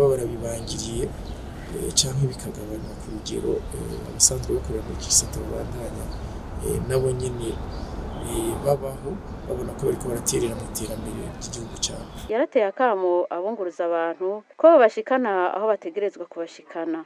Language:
Rundi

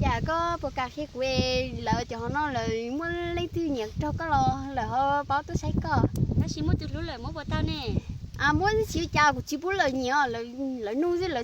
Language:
Hmong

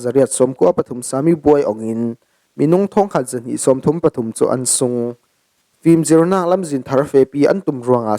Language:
Falam Chin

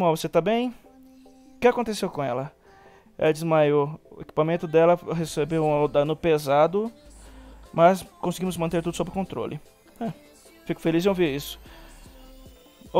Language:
Portuguese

